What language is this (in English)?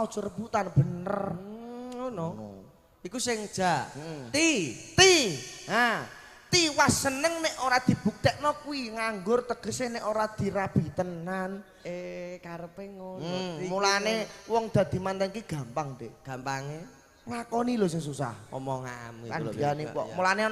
Javanese